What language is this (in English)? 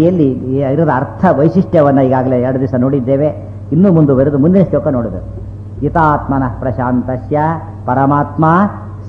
Kannada